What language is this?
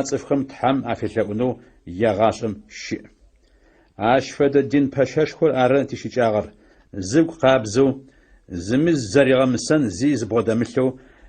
Adyghe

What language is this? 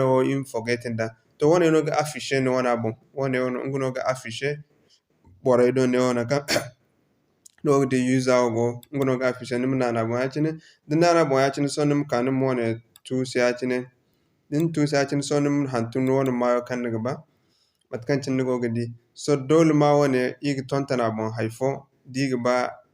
Zarma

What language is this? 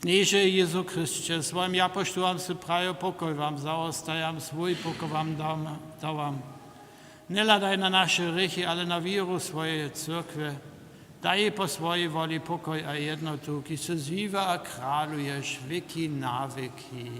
Upper Sorbian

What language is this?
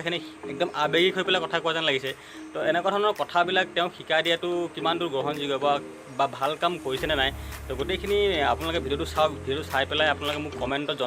Assamese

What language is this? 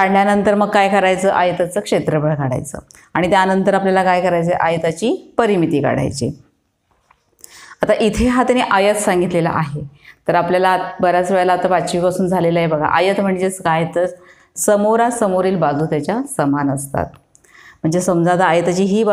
Marathi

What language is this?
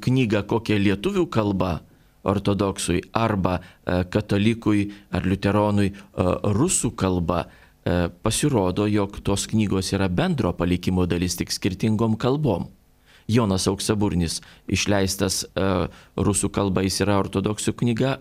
Lithuanian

